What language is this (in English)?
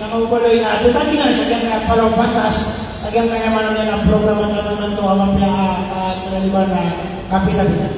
Maranao